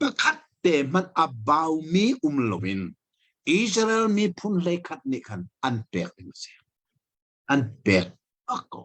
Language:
Hakha Chin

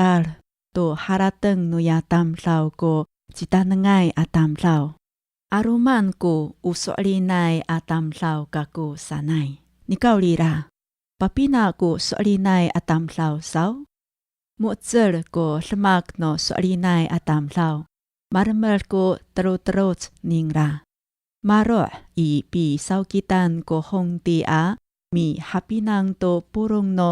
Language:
Amis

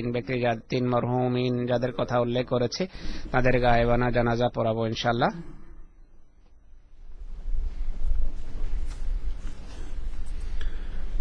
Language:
Bangla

